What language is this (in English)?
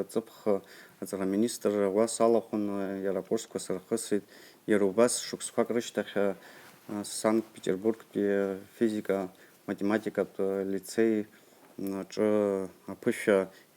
Abkhazian